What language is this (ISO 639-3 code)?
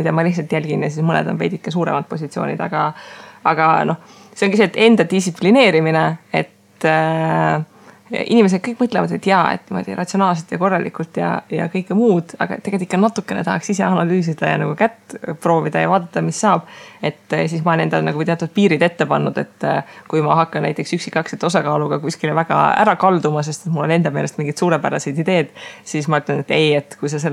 est